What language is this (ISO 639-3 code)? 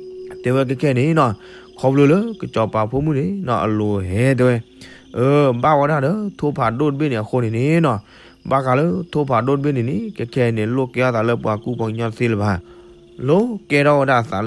ksw